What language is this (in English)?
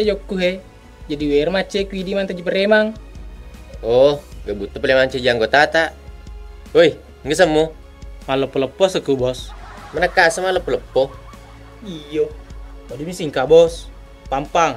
Buginese